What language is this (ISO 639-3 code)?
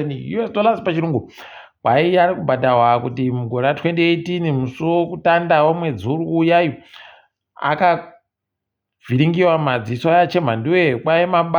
ndc